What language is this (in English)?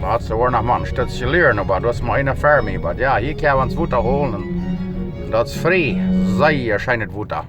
Plautdietsch